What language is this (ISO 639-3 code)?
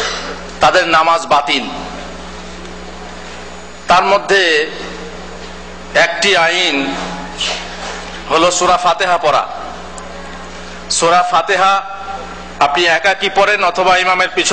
ben